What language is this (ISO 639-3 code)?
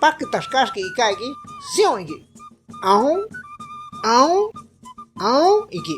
shp